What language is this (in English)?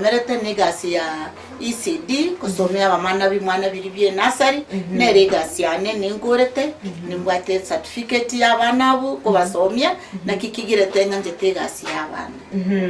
Gusii